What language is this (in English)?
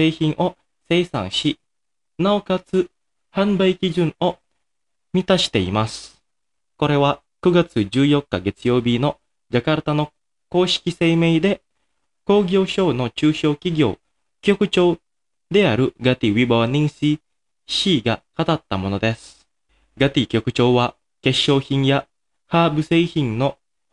Japanese